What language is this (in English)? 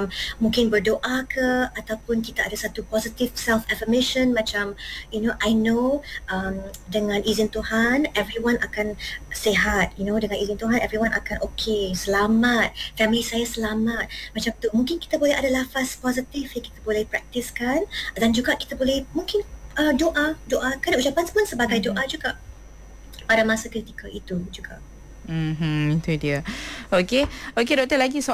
Malay